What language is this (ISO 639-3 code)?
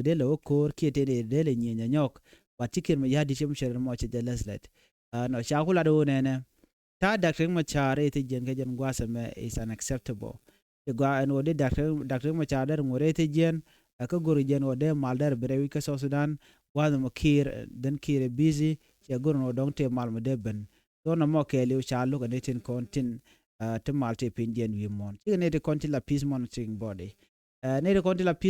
nus